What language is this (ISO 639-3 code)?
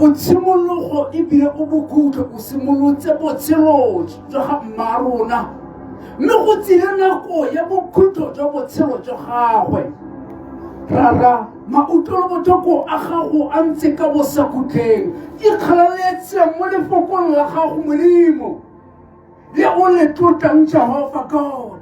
tsn